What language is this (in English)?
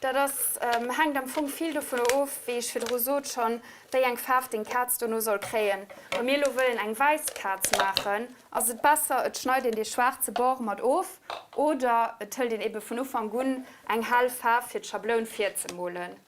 Luxembourgish